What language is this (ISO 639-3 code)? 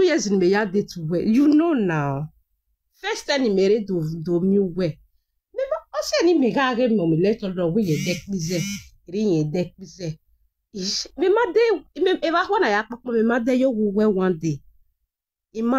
pcm